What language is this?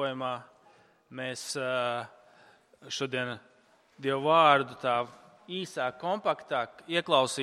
Latvian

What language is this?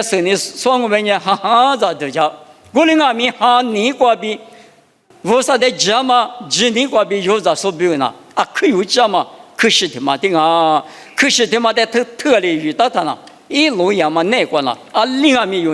Lisu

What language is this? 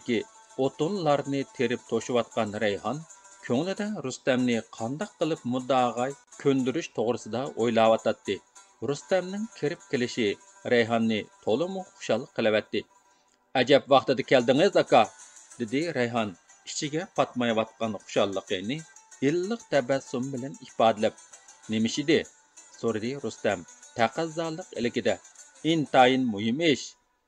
Uyghur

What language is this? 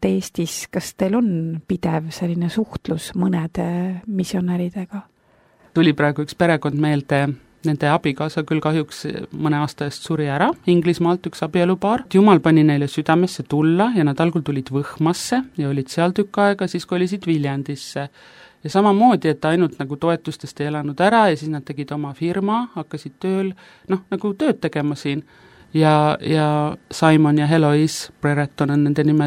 Estonian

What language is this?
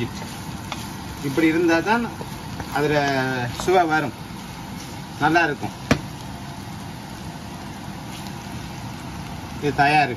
Tamil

